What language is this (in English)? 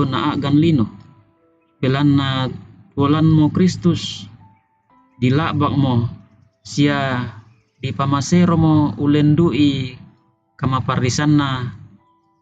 Toraja-Sa'dan